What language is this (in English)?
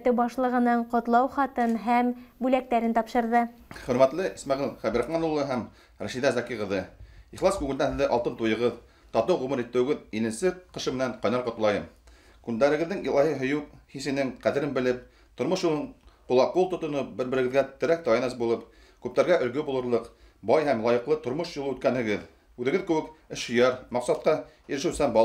Bashkir